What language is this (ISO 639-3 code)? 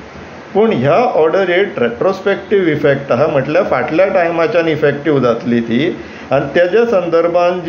kok